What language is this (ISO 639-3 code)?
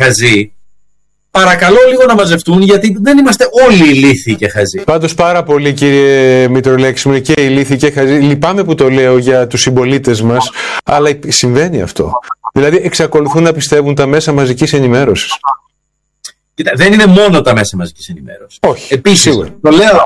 ell